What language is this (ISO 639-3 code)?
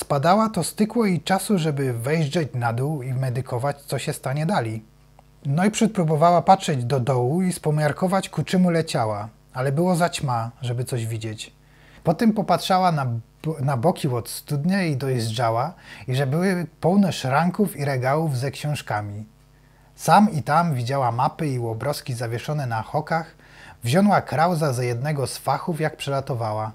szl